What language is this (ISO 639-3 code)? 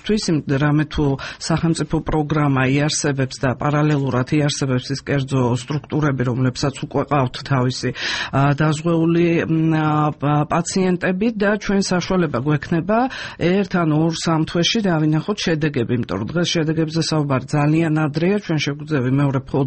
kat